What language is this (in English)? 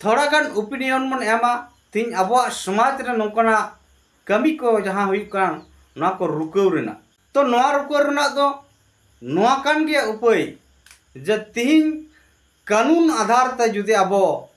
Santali